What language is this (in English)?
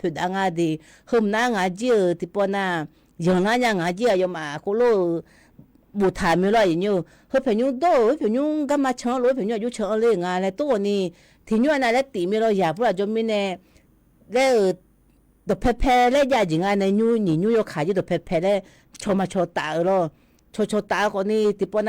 Akha